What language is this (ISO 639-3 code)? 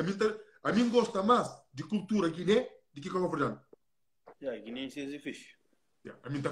kea